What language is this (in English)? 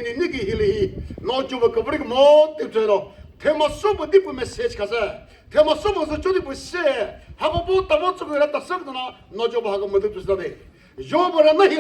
Chokri Naga